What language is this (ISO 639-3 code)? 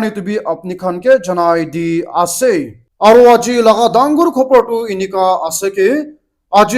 nag